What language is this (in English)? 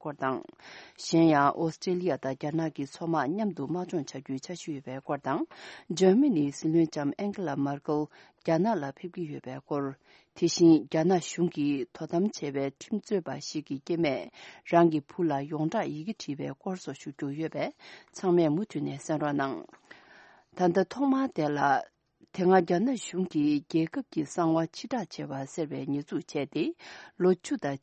Tibetan